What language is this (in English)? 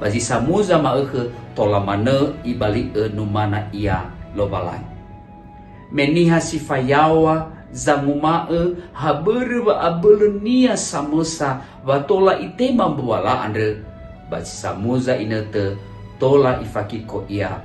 Nias